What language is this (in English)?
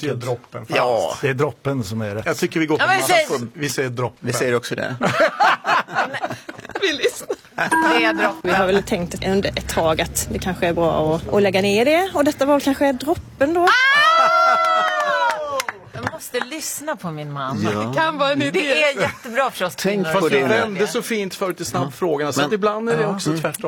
Swedish